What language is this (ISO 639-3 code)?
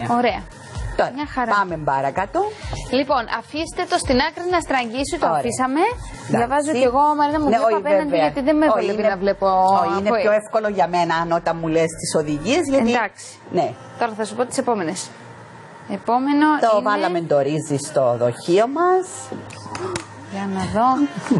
ell